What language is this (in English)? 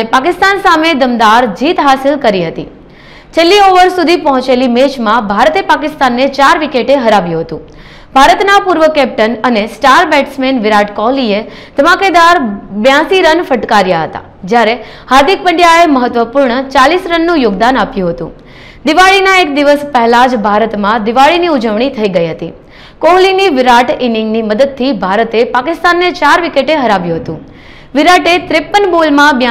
Gujarati